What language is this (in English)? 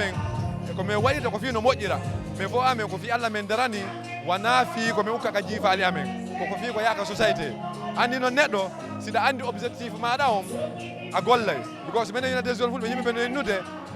Fula